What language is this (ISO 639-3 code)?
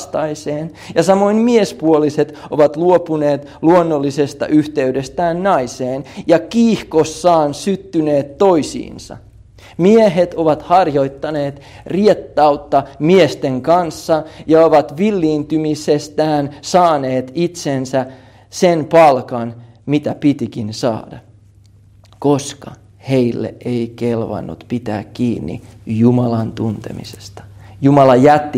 fin